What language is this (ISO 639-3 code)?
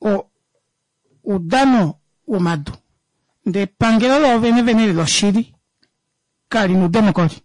kua